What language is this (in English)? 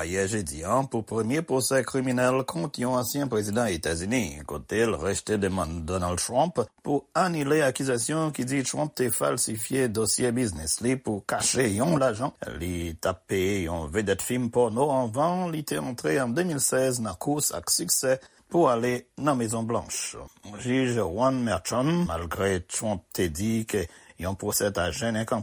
Haitian Creole